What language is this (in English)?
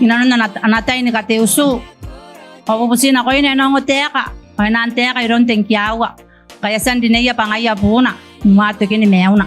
Gilbertese